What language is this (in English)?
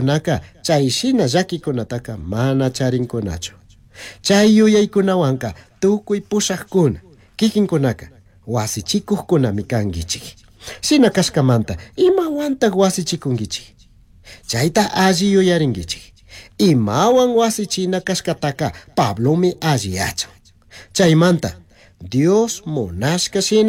Chimborazo Highland Quichua